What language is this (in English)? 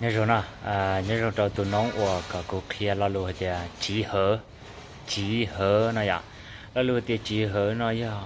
Hmong